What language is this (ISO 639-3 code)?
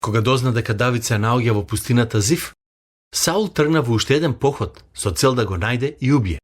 mkd